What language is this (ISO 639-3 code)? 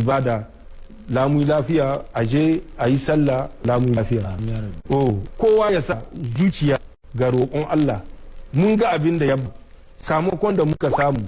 hau